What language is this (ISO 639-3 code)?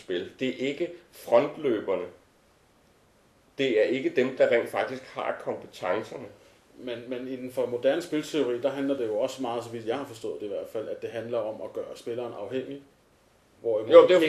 dan